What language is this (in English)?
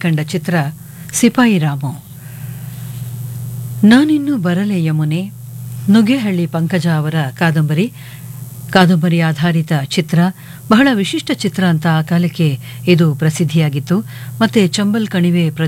Kannada